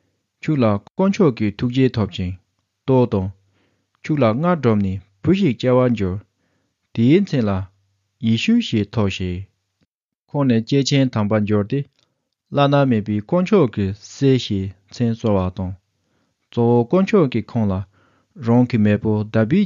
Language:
Tibetan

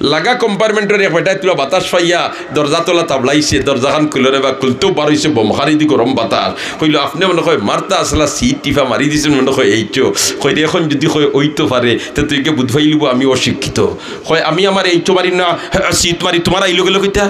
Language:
Sylheti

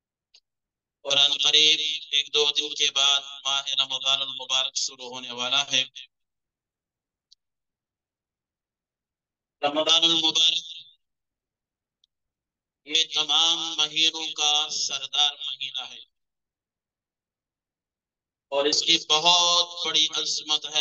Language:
Urdu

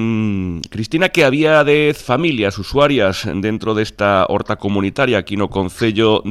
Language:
Galician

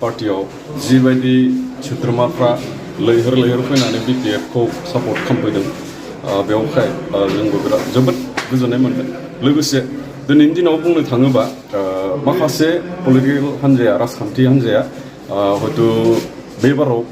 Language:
Bodo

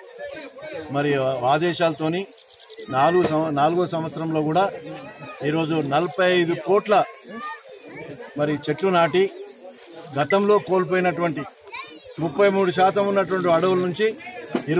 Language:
Telugu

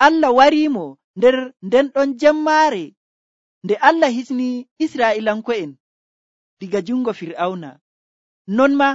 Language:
Nigerian Fulfulde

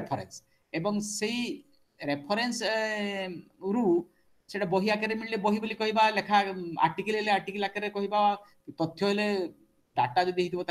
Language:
Odia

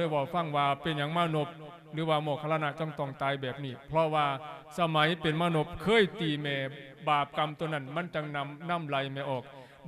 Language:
Lao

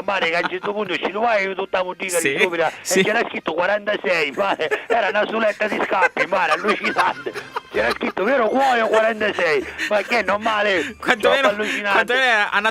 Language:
Sicilian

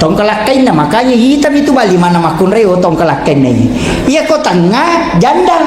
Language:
Buginese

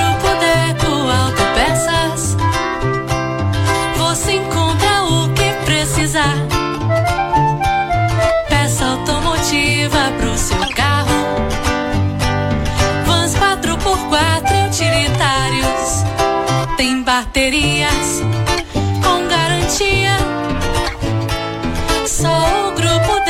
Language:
Portuguese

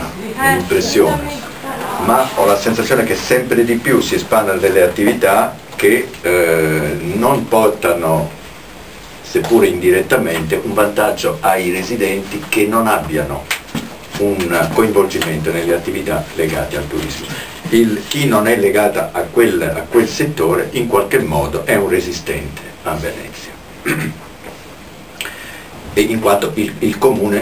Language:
Italian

